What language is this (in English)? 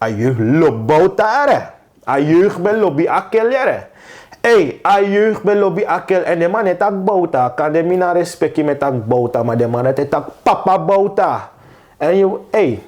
Sranan Tongo